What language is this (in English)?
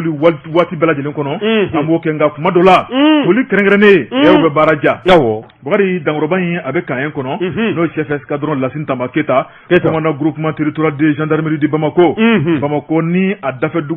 Bambara